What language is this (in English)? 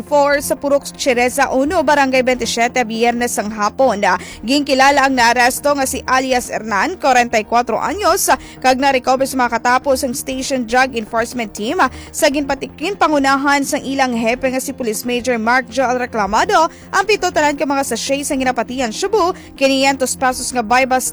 Hiligaynon